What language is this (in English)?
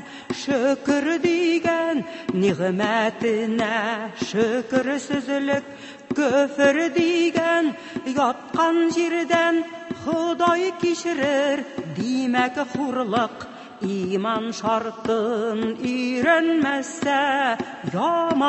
Tatar